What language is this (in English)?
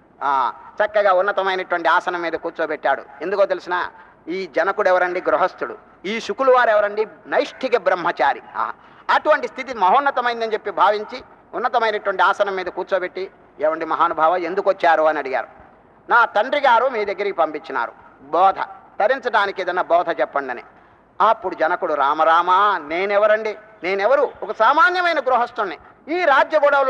Telugu